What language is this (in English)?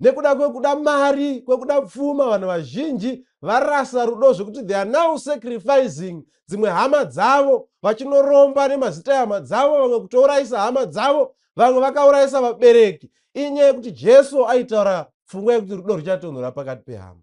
Shona